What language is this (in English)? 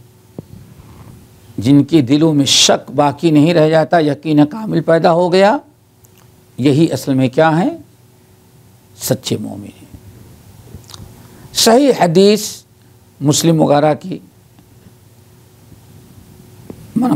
Urdu